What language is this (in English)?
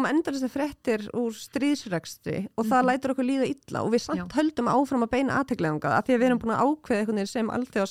Icelandic